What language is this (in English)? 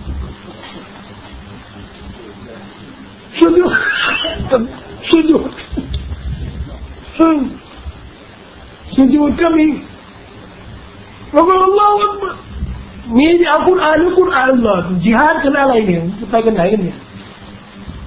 Thai